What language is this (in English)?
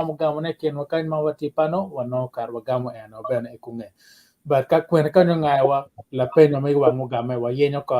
Acoli